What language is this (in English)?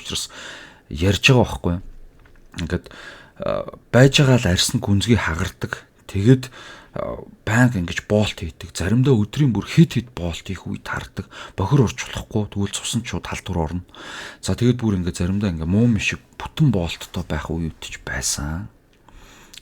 Mongolian